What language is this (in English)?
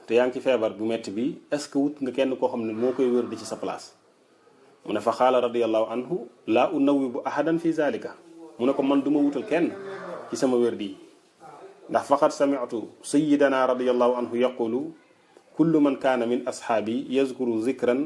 Wolof